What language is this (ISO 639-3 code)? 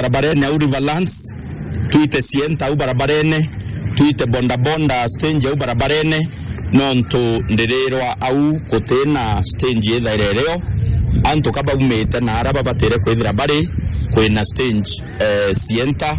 mer